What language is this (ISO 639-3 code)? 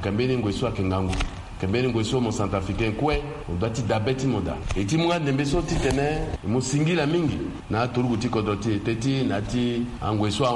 sag